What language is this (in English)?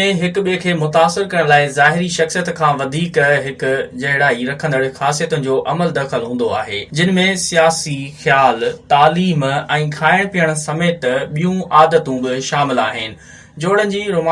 Sindhi